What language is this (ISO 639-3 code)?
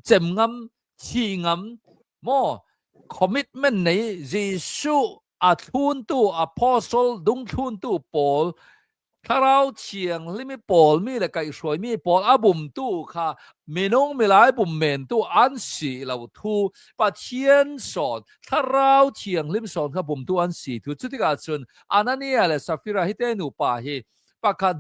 cnh